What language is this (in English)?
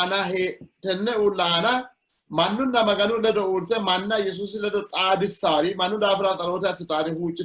Sidamo